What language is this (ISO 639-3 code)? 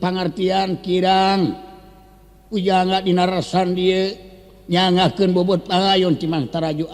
sun